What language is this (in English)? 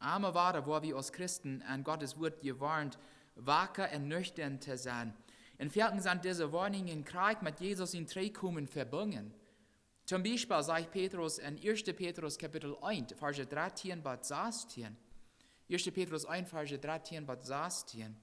Plautdietsch